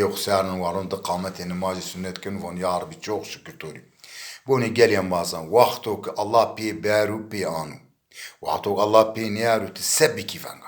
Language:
Zaza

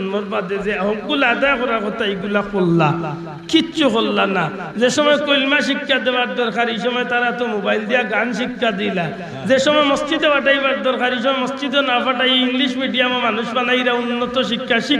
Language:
Sylheti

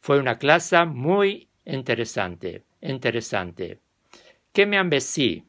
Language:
Ladino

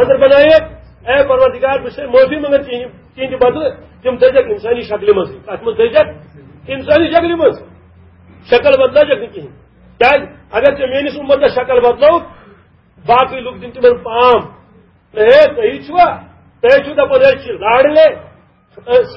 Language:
Kashmiri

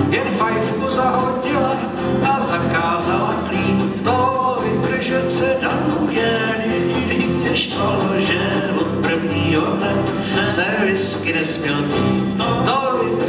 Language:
Czech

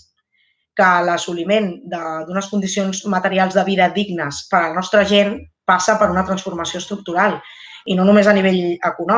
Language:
Catalan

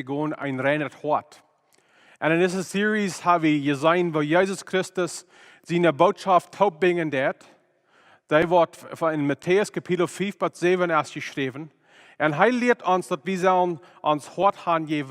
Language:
Plautdietsch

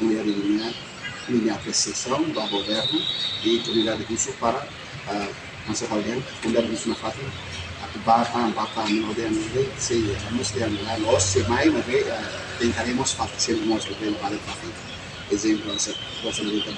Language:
Tetum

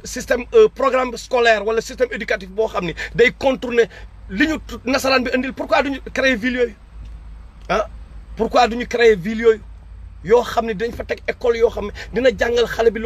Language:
Wolof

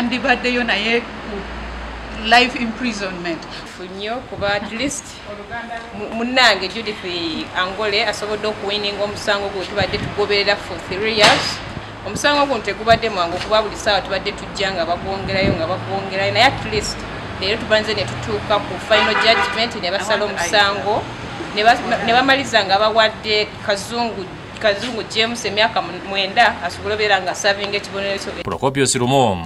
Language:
Ganda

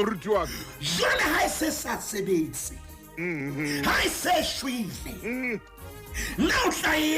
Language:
Southern Sotho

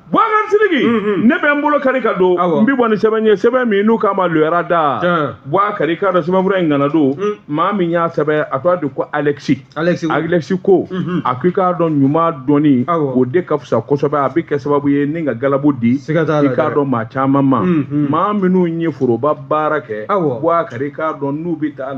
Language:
Bambara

